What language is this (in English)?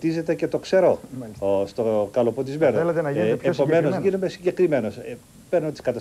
Greek